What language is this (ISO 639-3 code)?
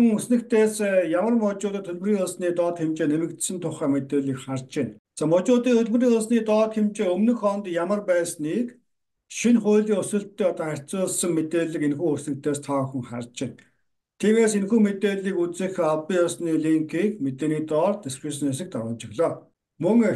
mon